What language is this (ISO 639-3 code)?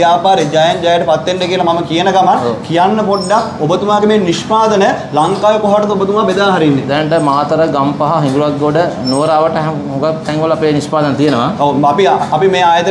sin